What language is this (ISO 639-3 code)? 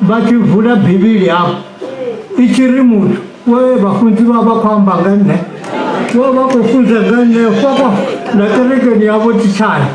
ven